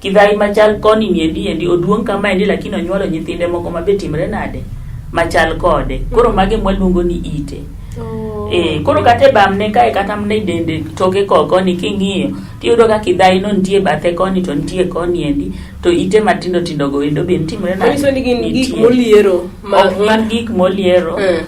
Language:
Luo (Kenya and Tanzania)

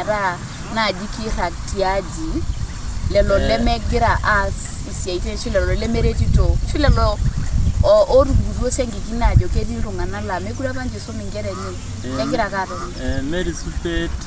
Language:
Masai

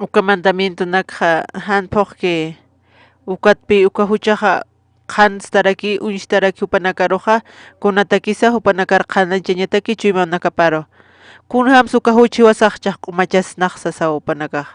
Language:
Aymara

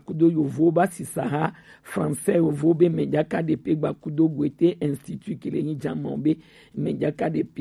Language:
Gen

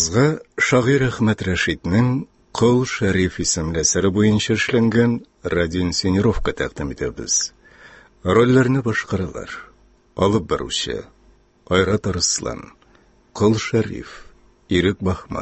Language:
Tatar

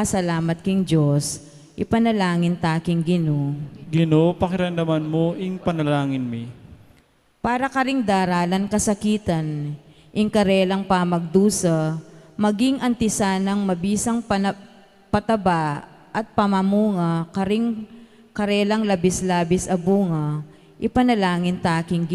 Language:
Pampanga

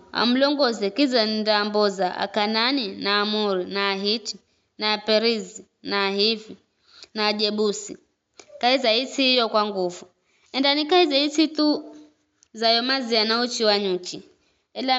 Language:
Giryama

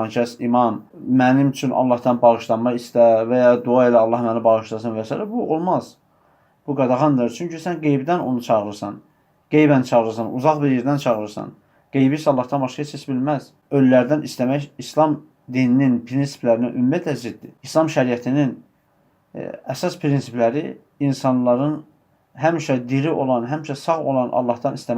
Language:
Azerbaijani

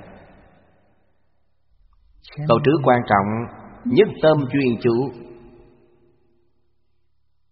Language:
Vietnamese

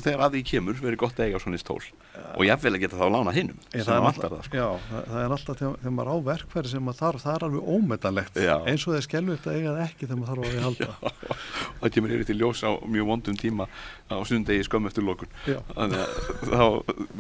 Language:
Icelandic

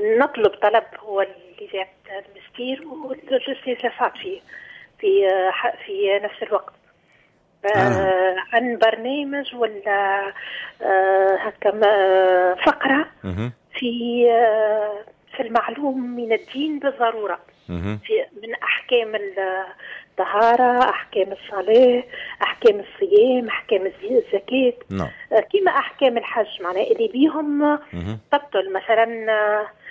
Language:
Tunisian Arabic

